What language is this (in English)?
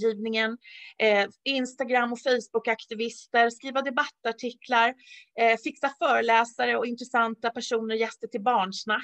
Swedish